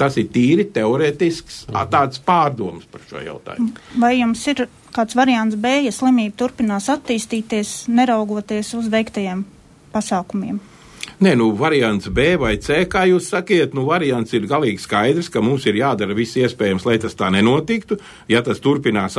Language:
Latvian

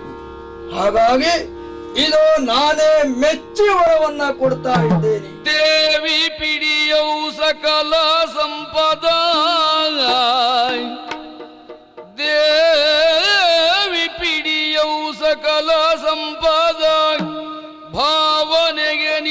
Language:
Kannada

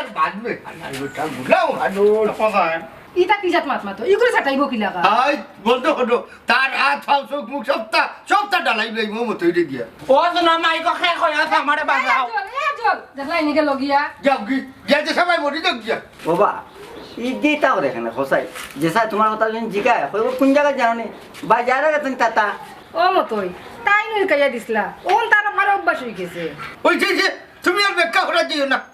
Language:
Sylheti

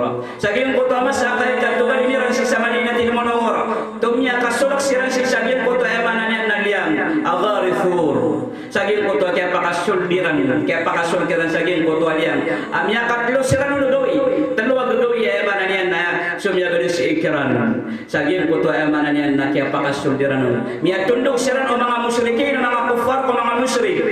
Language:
Maranao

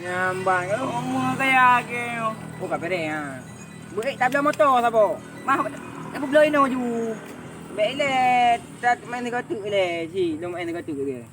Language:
Achinese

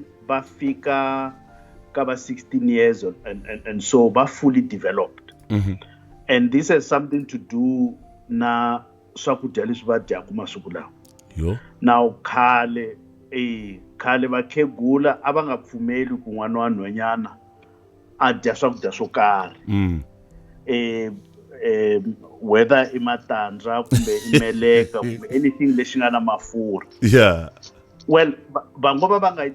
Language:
Tsonga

